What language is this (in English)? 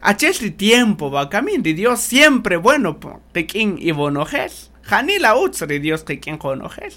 Kaqchikel